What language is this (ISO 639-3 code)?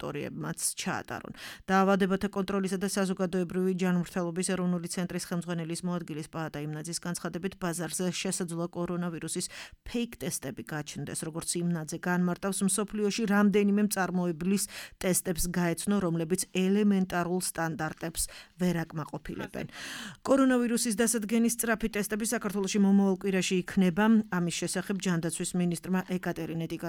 kat